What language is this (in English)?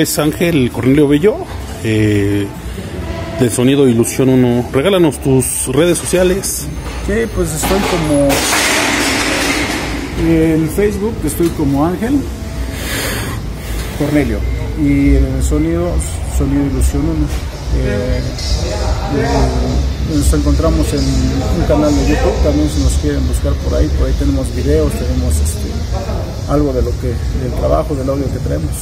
Spanish